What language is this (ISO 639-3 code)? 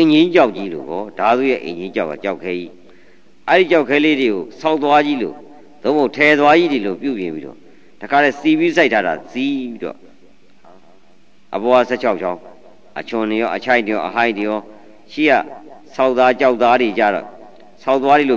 mya